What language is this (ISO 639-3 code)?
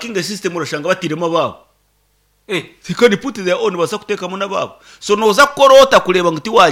nyn